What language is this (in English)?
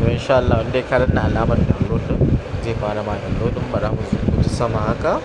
Hausa